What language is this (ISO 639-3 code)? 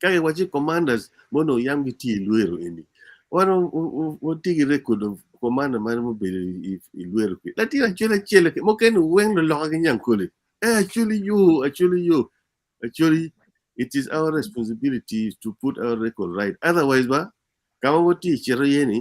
ach